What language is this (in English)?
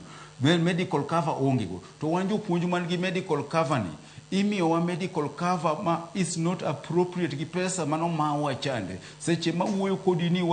Luo (Kenya and Tanzania)